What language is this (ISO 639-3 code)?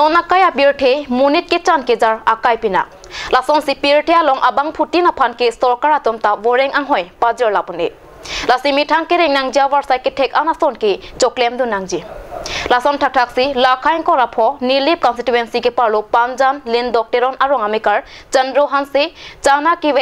mjw